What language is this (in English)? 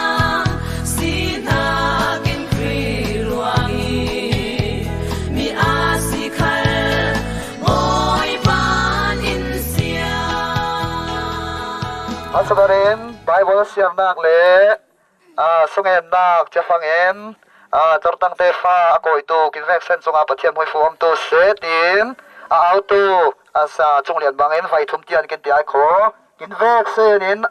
Falam Chin